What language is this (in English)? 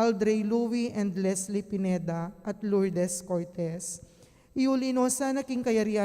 Pampanga